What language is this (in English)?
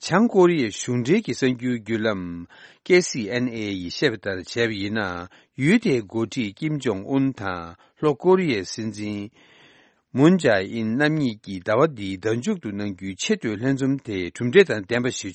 Tibetan